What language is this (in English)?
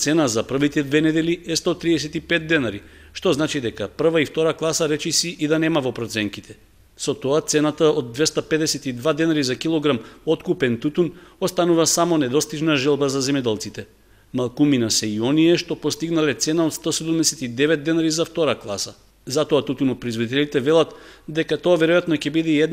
Macedonian